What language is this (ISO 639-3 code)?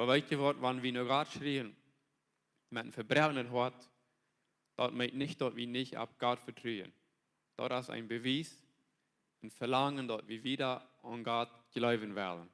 pdt